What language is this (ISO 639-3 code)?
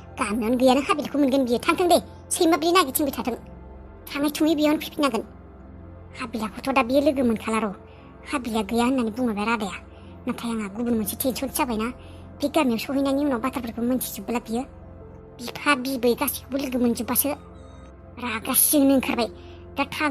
brx